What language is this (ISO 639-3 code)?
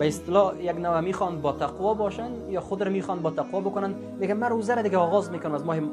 fas